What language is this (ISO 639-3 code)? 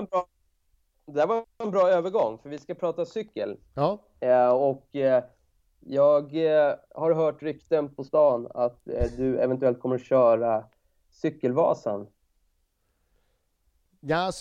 swe